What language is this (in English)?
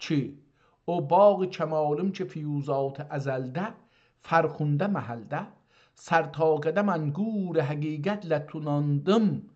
South Azerbaijani